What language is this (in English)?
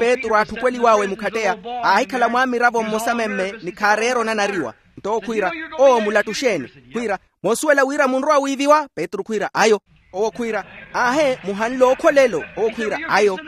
Makhuwa